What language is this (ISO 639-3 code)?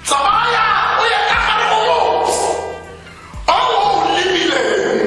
tsn